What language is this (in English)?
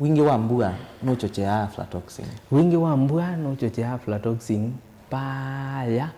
Kamba